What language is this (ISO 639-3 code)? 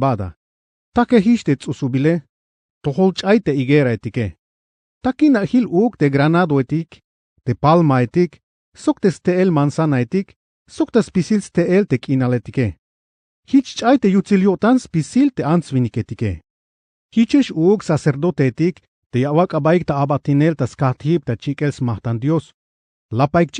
tzh